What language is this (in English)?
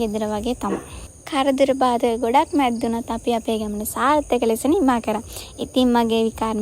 Sinhala